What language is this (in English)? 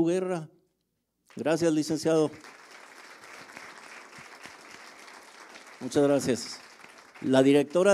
Spanish